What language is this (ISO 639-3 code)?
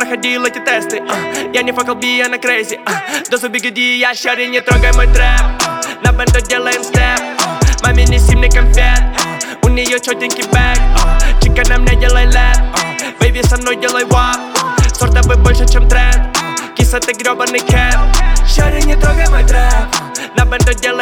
rus